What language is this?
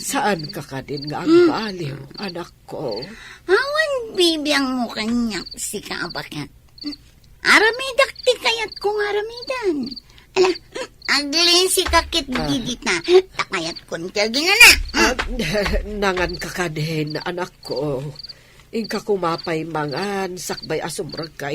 Iloko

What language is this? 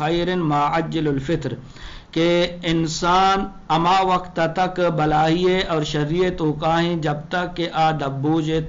Eastern Balochi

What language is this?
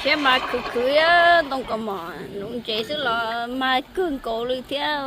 Hmong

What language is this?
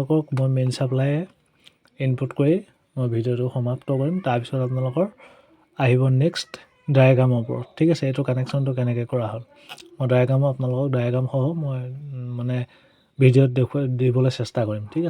Assamese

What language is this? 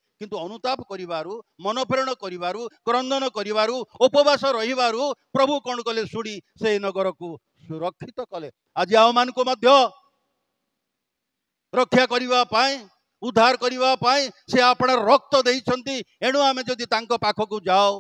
Odia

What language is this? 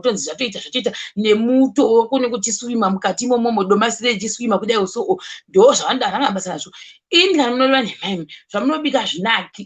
Shona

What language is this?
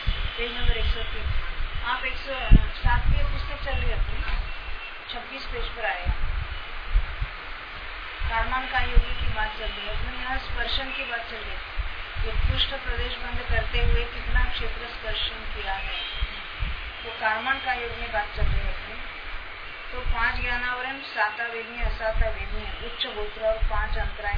Hindi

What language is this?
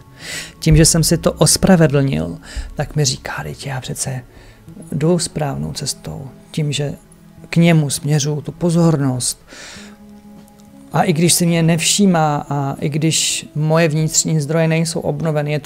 Czech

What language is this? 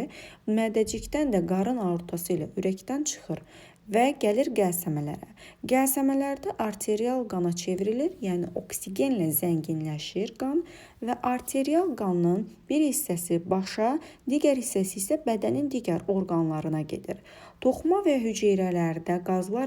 Azerbaijani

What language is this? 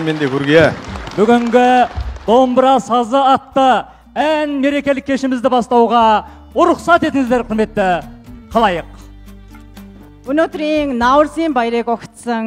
Kazakh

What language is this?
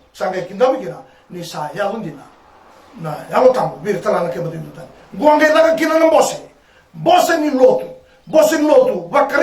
Fijian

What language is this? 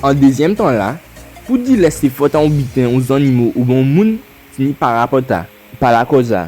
Guadeloupean Creole French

